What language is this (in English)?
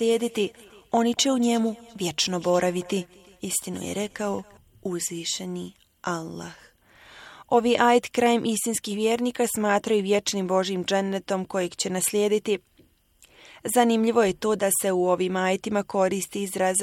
Bosnian